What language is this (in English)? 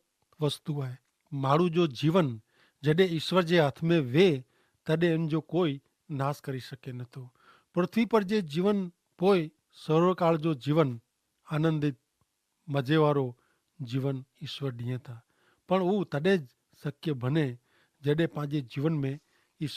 Kachhi